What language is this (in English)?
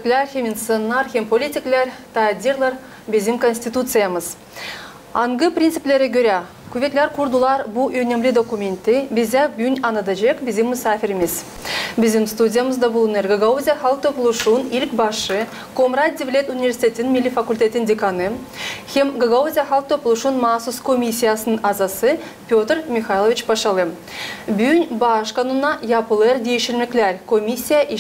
Gagauz